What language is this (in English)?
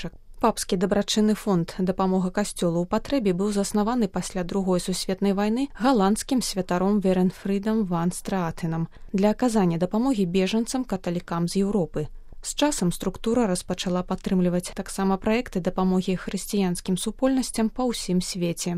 Belarusian